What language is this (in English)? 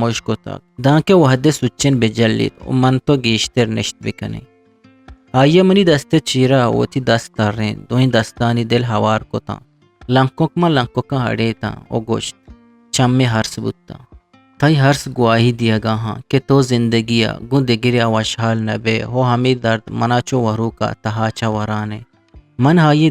Eastern Balochi